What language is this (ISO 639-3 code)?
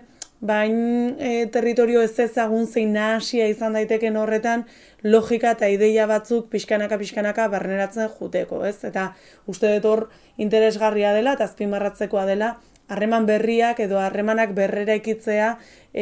eus